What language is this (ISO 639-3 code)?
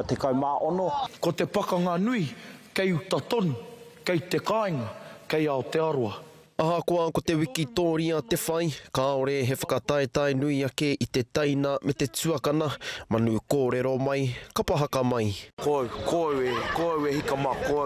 mri